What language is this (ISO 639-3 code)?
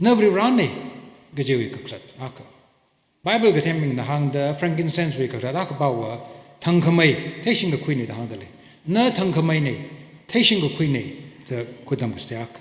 nmf